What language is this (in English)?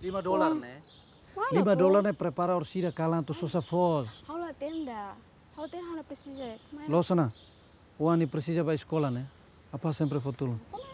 Tetum